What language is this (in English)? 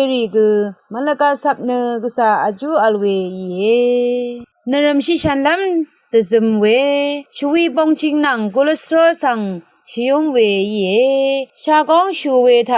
Rawang